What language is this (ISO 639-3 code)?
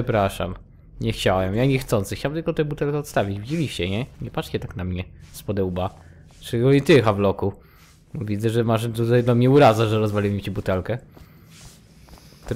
pol